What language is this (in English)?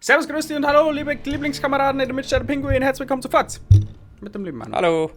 Bavarian